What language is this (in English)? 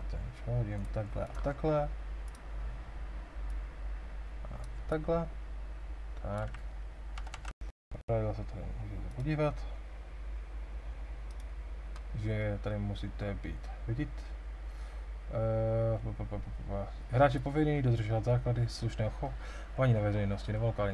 Czech